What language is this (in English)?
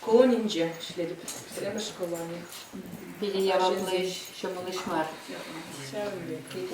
Chuvash